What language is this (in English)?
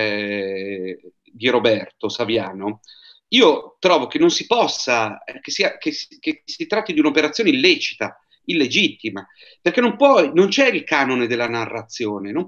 Italian